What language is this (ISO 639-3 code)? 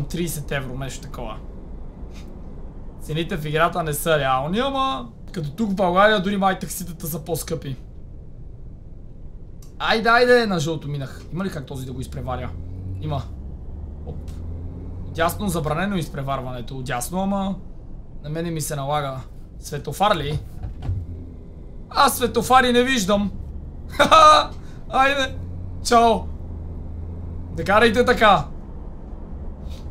bul